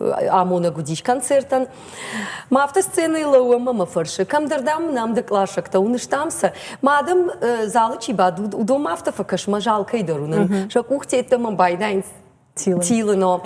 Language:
Ossetic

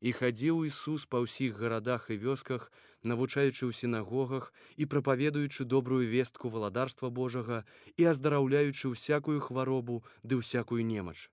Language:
Belarusian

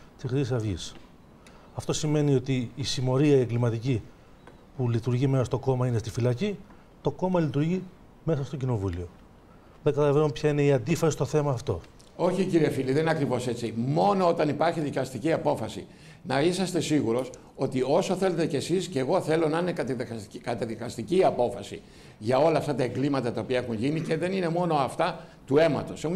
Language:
Greek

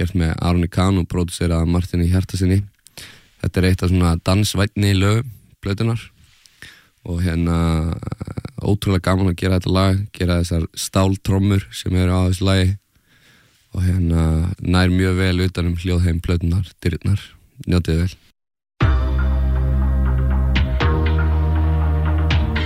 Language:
Icelandic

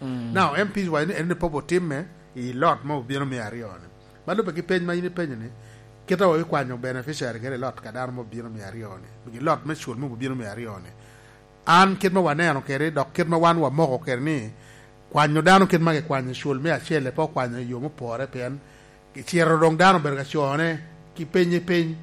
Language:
Lango (Uganda)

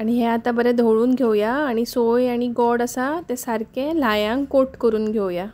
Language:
Konkani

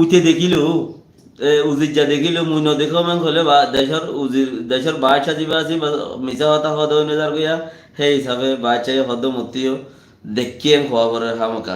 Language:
Rohingya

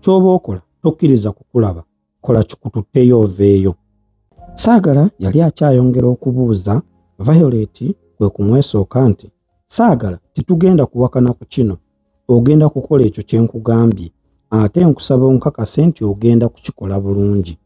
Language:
Ganda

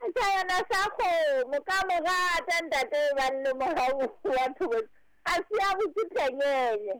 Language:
Southern Sotho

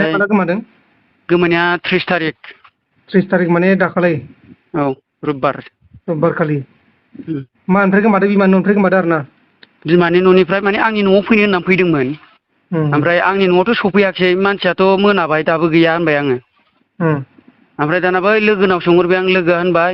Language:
Bodo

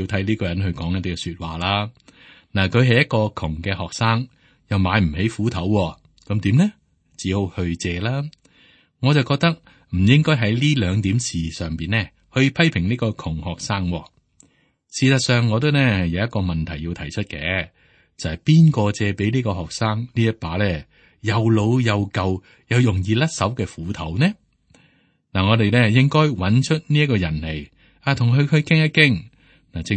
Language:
Cantonese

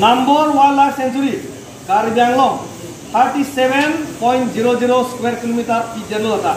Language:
Karbi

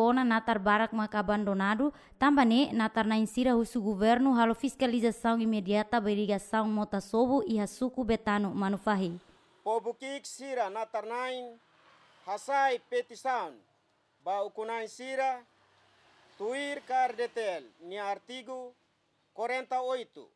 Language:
Tetum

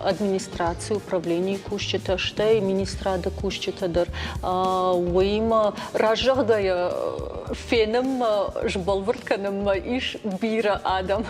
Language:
Ossetic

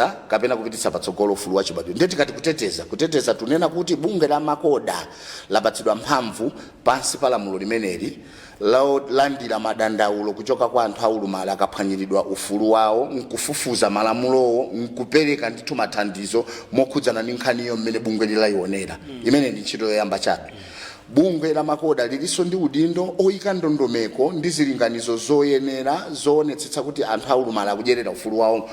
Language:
Nyanja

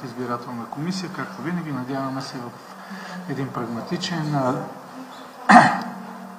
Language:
Bulgarian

